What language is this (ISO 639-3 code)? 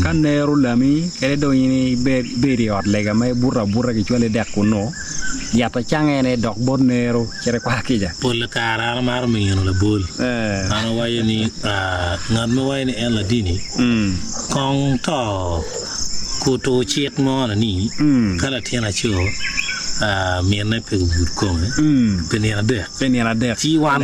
ach